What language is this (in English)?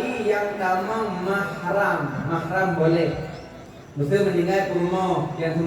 Achinese